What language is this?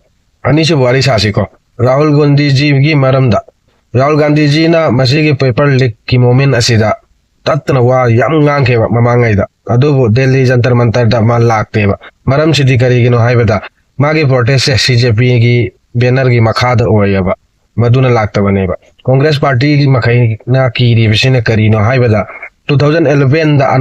Manipuri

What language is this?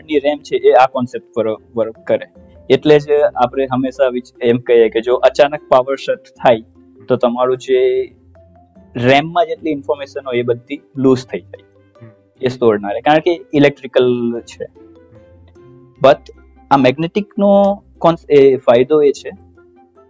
Gujarati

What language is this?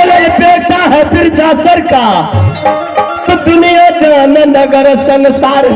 Maithili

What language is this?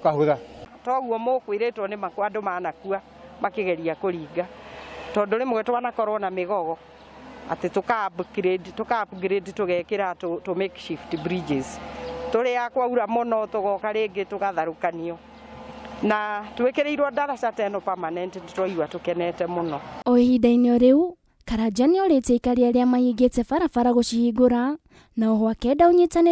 Kikuyu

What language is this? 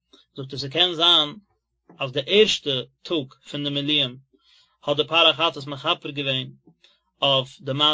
Yiddish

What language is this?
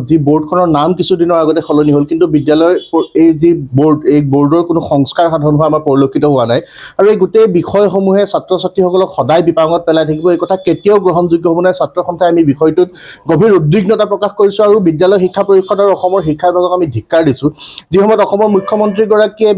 Assamese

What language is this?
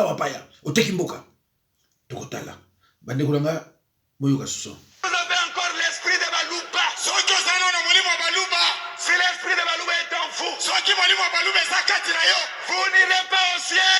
Lingala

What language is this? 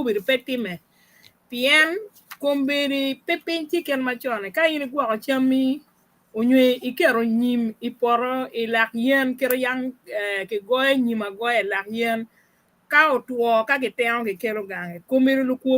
Acoli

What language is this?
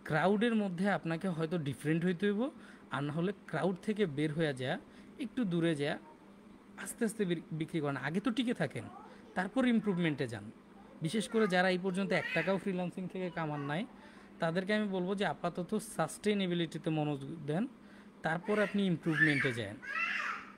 Bangla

